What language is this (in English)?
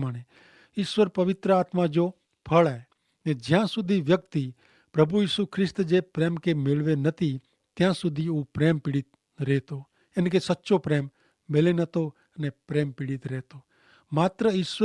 Kachhi